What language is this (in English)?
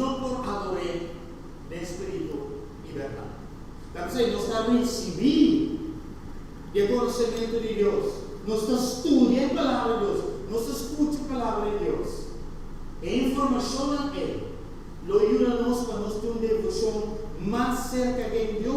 Papiamento